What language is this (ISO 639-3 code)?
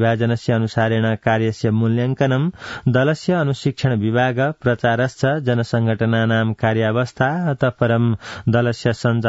san